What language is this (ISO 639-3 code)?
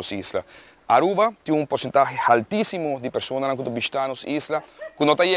pap